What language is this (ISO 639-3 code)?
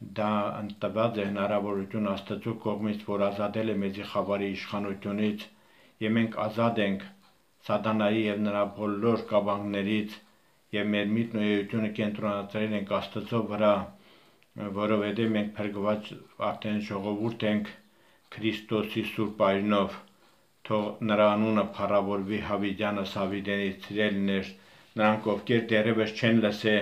hye